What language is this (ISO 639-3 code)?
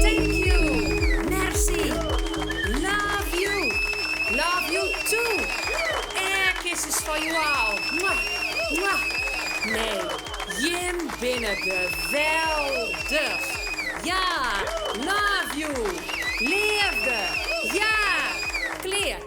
fry